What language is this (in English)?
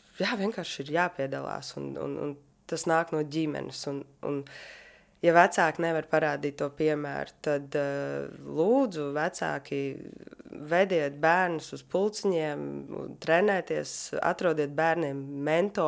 Latvian